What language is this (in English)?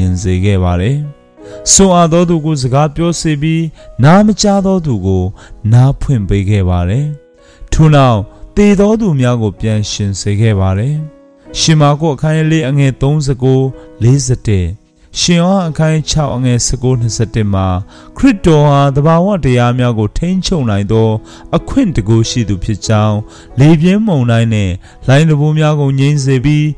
Burmese